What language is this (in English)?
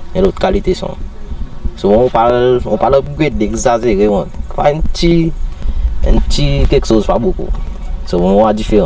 Seselwa Creole French